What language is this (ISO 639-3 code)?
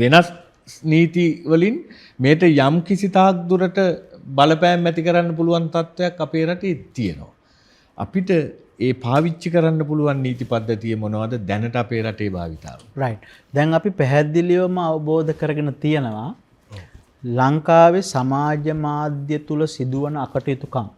sin